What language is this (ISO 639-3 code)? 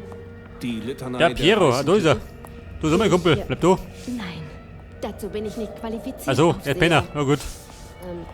bar